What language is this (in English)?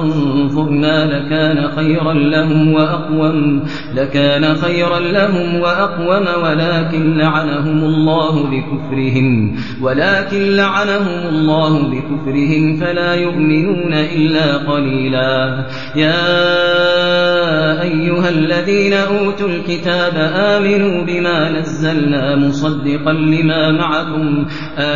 Arabic